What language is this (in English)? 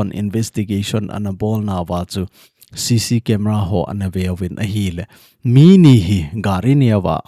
Thado Chin